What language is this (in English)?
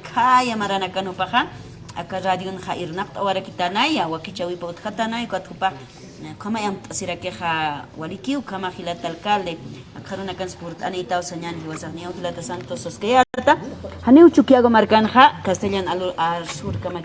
Aymara